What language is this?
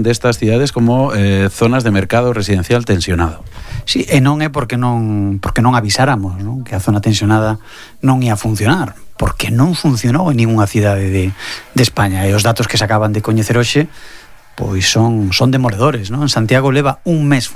Galician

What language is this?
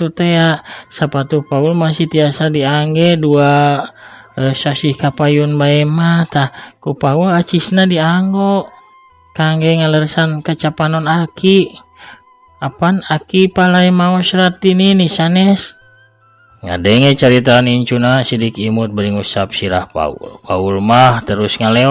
Sundanese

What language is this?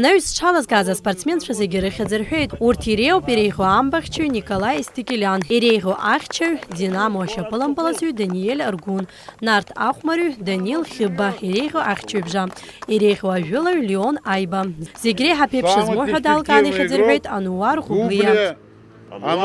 Abkhazian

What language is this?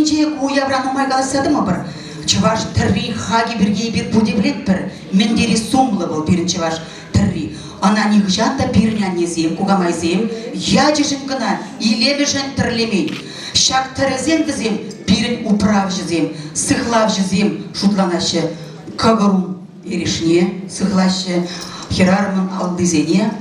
Chuvash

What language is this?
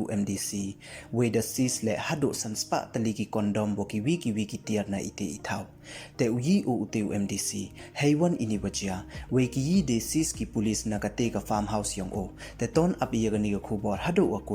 Pnar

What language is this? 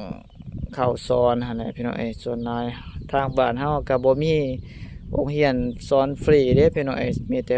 Lao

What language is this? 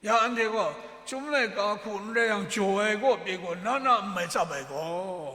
Kachin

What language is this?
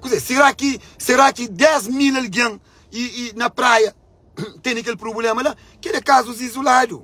Kabuverdianu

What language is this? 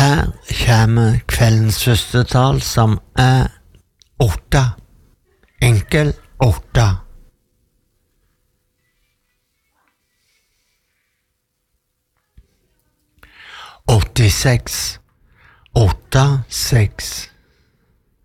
Norwegian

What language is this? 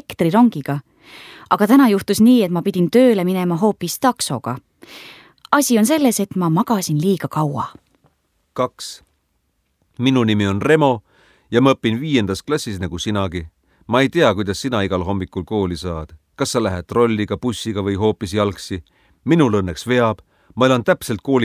Estonian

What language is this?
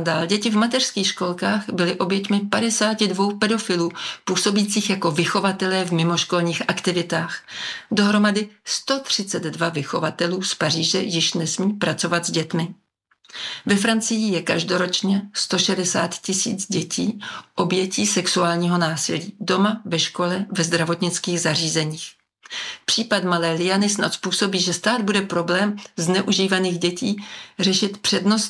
Czech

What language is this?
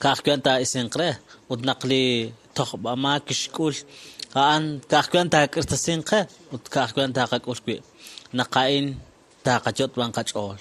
Kekchí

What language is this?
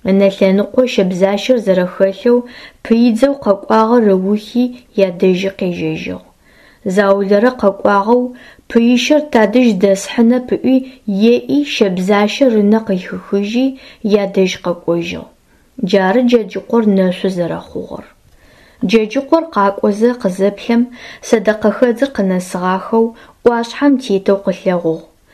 Adyghe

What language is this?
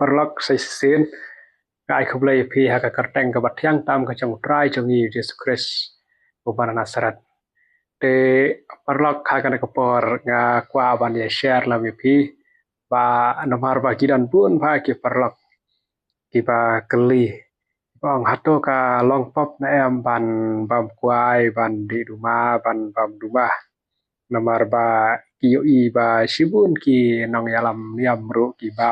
Khasi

